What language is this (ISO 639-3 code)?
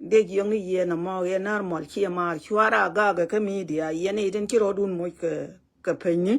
nus